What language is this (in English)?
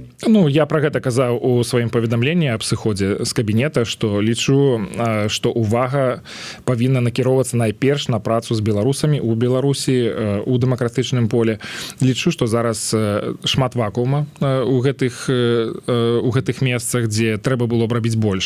Belarusian